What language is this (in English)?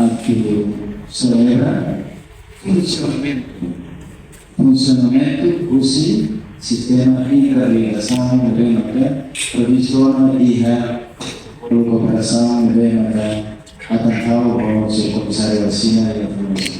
Tetum